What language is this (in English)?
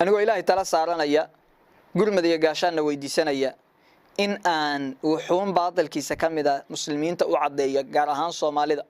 Somali